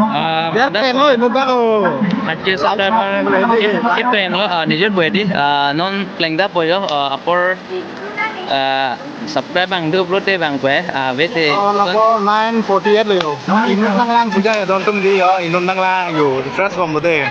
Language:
Karbi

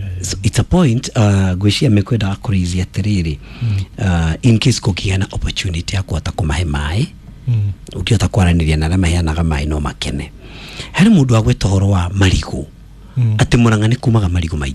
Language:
Kikuyu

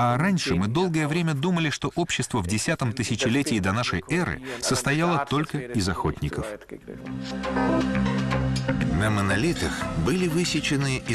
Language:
Russian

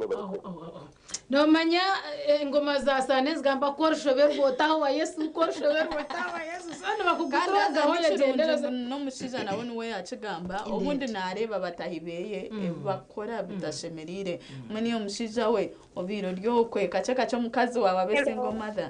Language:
Nyankole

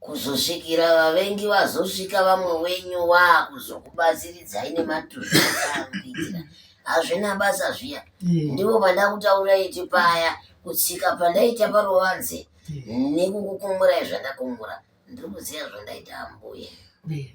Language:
Shona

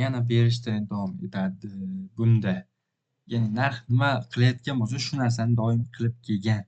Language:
Uzbek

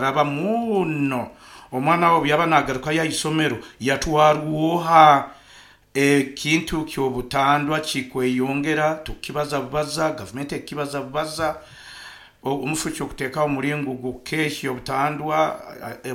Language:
Nyankole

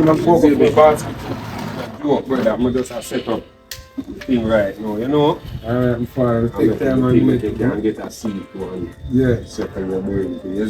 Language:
Jamaican Creole English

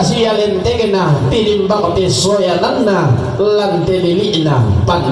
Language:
Toraja-Sa'dan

